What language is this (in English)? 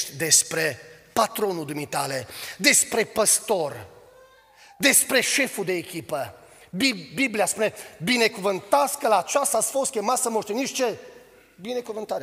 Romanian